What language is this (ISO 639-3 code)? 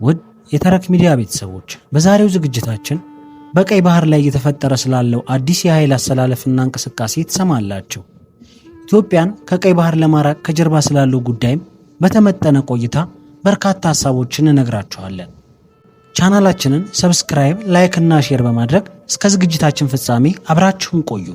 amh